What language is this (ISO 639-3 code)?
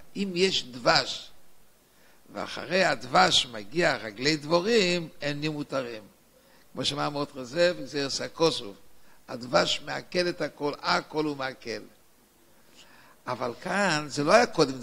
heb